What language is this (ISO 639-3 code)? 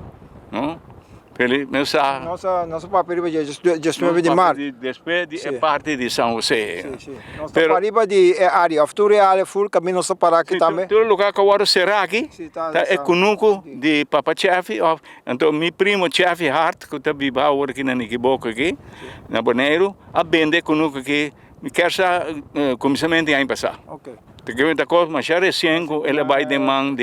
pap